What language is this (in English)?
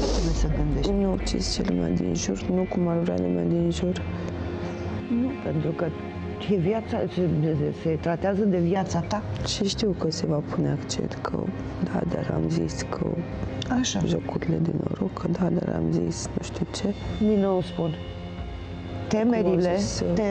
Romanian